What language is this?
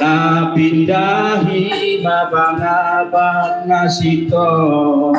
Batak Simalungun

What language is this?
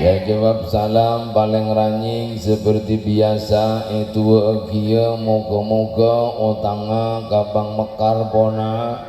Madurese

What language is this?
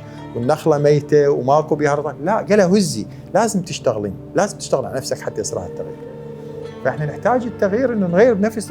Mesopotamian Arabic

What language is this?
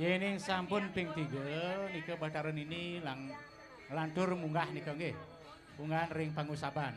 Balinese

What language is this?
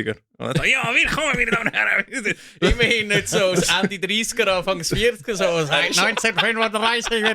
Swiss German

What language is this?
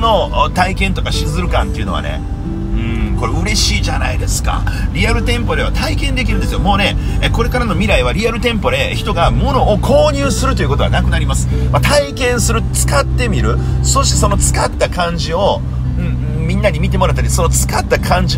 Japanese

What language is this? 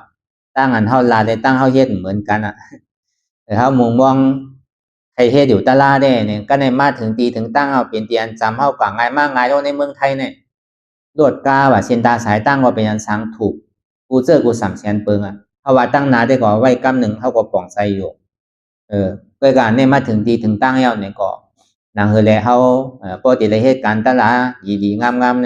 Shan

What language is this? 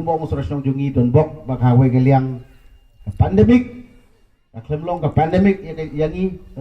Khasi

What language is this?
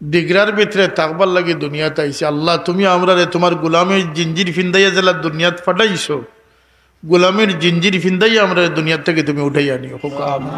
Sylheti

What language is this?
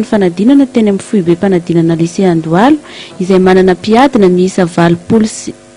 Malagasy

